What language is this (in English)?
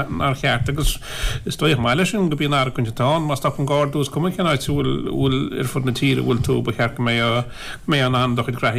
Irish